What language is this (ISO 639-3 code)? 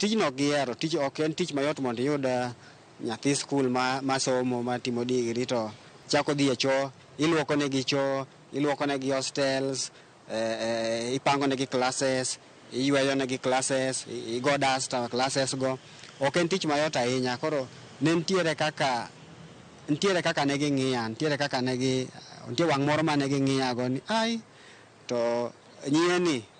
luo